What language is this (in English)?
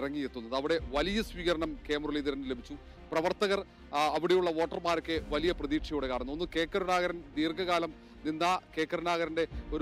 Malayalam